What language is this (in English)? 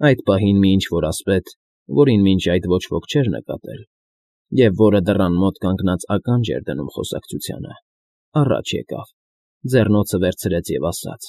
Armenian